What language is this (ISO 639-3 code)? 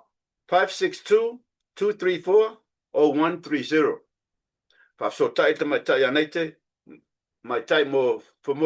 smo